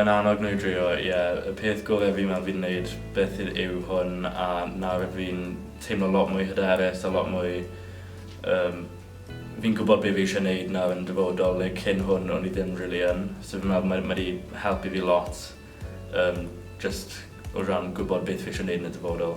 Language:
Welsh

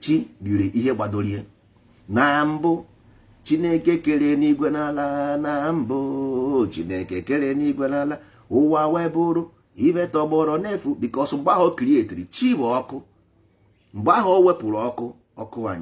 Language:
Igbo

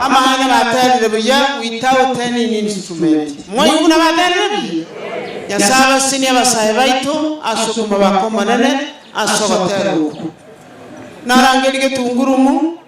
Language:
Gusii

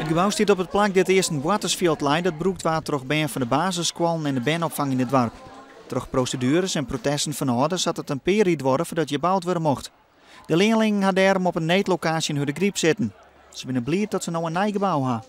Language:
Western Frisian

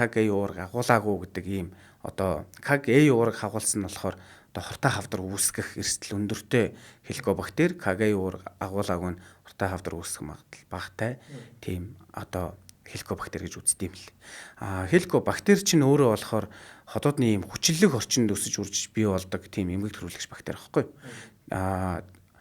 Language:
Mongolian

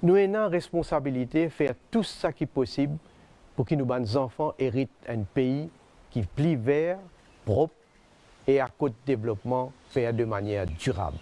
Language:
Morisyen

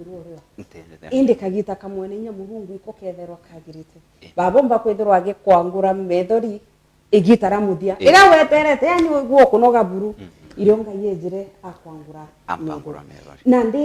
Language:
Meru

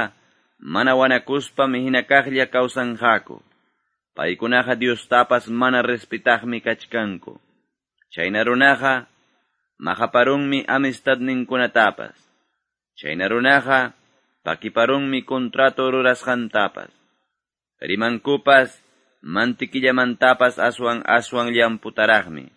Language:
Quechua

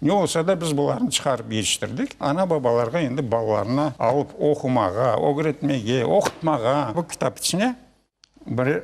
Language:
Crimean Tatar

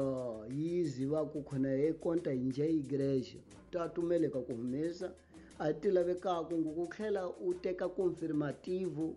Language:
Tsonga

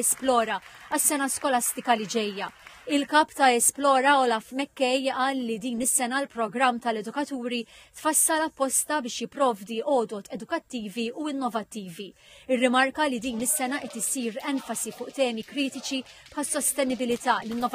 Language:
Maltese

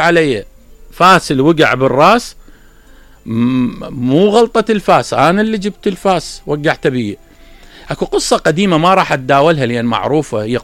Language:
Mesopotamian Arabic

